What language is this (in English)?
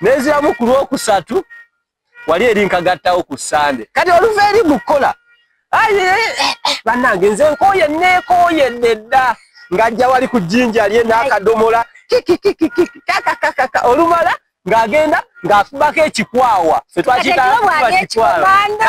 Ganda